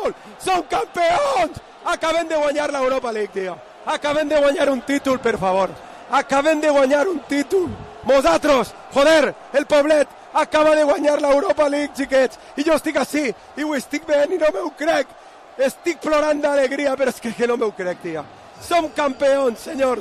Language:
Catalan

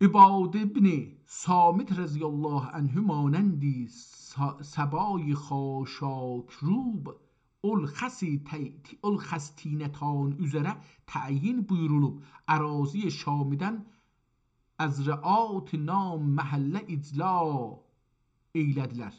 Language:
South Azerbaijani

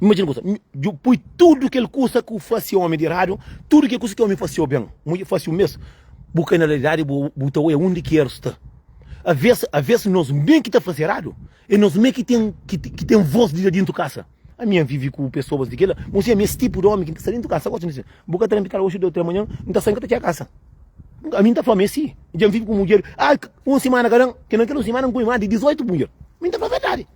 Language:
Kabuverdianu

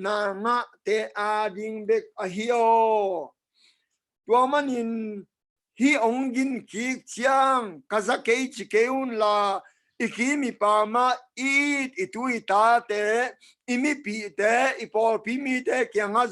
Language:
Tedim Chin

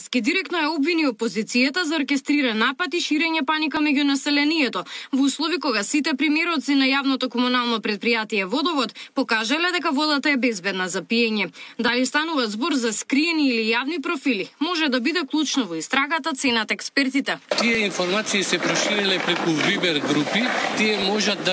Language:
Macedonian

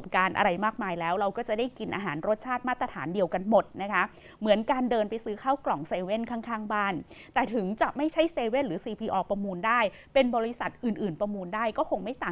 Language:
Thai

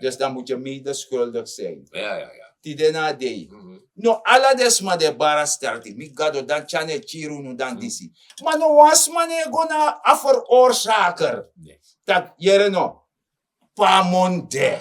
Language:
Sranan Tongo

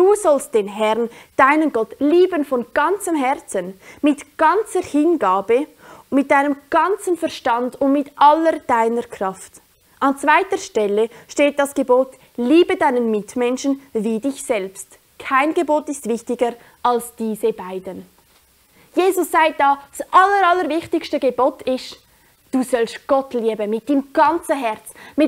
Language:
Swiss German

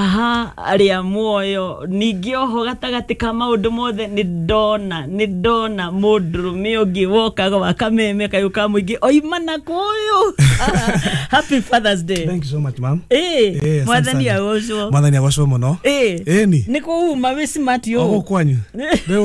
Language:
Kikuyu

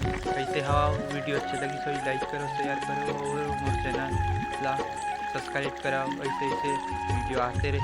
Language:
Chhattisgarhi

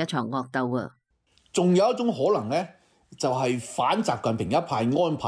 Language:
Cantonese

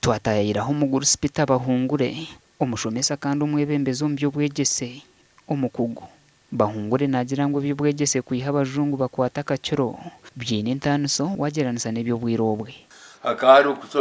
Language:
Nyankole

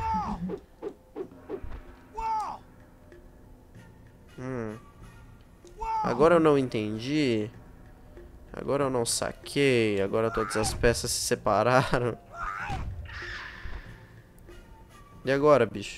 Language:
Portuguese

